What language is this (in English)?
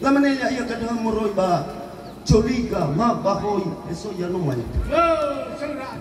Nias